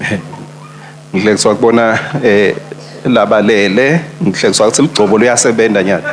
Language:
Swati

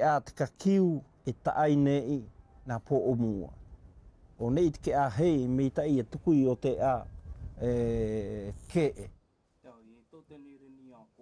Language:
South Marquesan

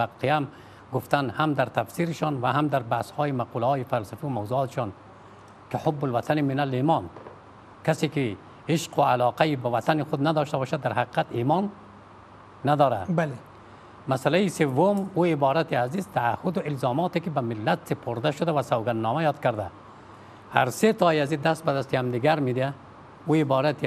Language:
Persian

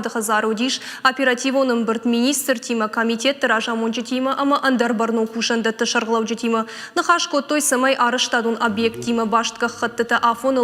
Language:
Ossetic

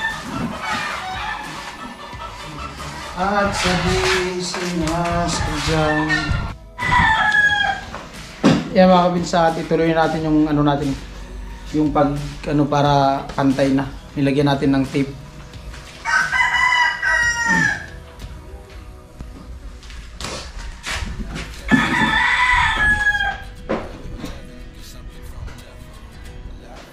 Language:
Filipino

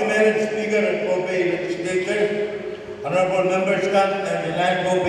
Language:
Pohnpeian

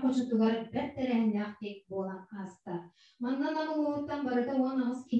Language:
Yakut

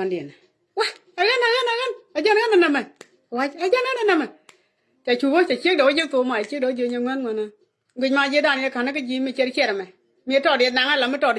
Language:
Nuer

